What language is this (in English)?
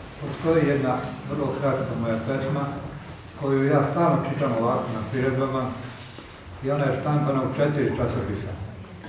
Serbian